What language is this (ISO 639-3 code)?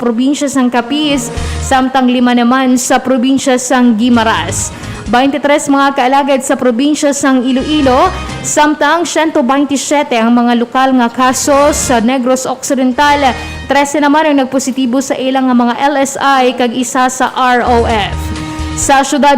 hil